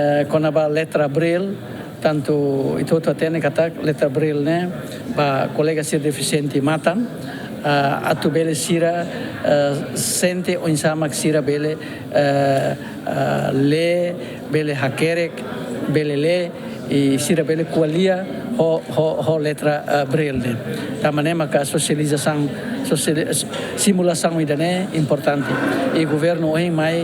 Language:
Tetum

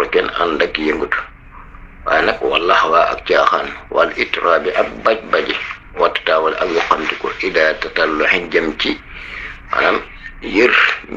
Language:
Wolof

